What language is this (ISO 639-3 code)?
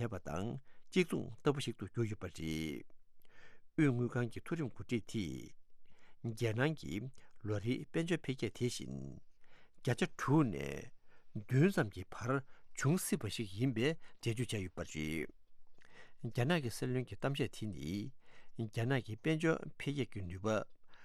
bod